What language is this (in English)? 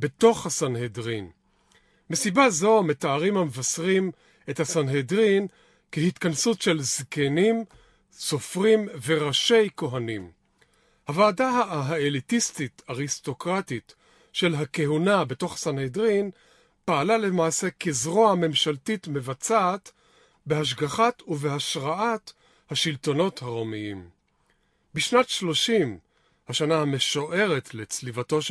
Hebrew